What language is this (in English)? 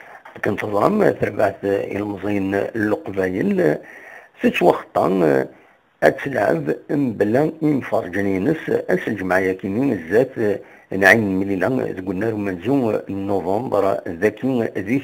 Kabyle